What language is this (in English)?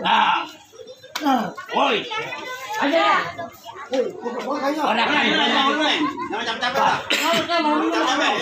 Betawi